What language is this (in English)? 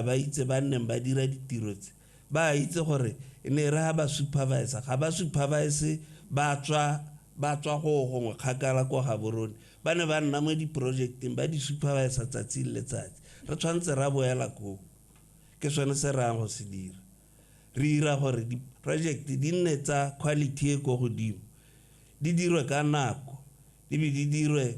Tswana